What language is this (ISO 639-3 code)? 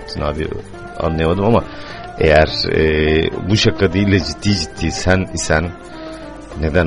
tur